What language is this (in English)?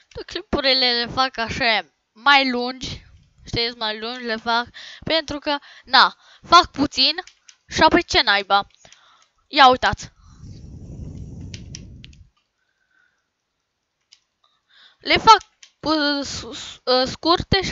Romanian